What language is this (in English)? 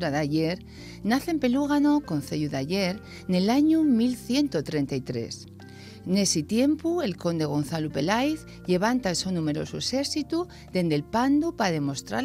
Asturian